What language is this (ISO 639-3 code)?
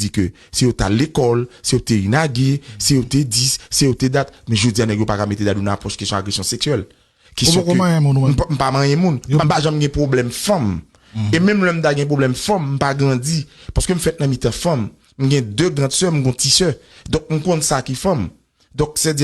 hat